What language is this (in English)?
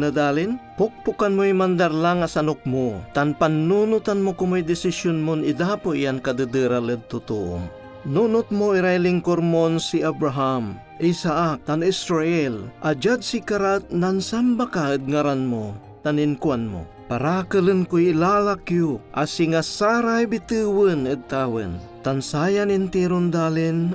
Pangasinan